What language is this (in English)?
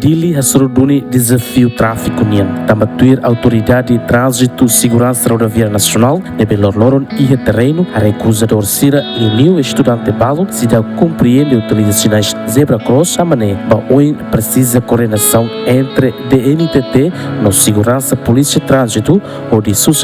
Tetum